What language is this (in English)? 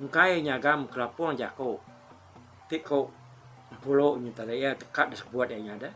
Iban